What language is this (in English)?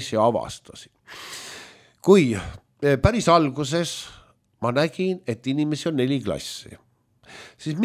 Estonian